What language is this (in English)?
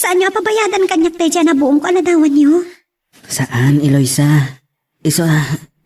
Iloko